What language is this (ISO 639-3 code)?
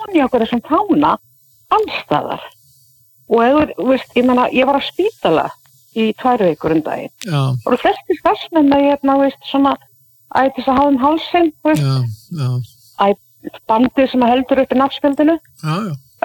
isl